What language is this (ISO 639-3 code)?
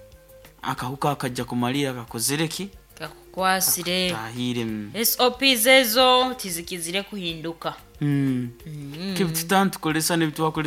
nyo